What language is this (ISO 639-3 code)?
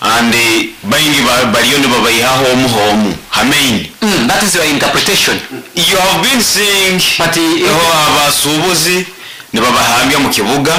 nyo